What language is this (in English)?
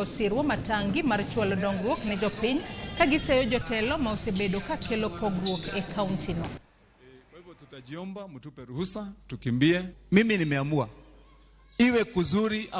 Luo (Kenya and Tanzania)